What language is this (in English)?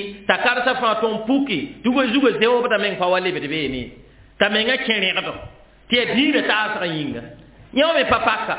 Mossi